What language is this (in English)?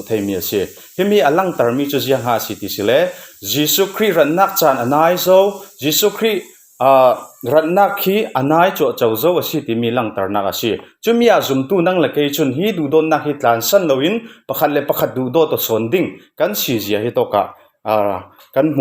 Falam Chin